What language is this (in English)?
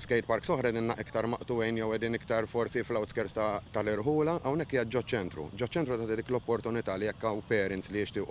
Maltese